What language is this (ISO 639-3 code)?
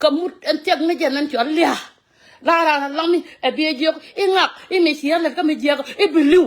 nus